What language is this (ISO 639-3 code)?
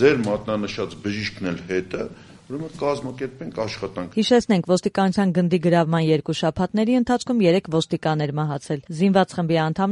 hye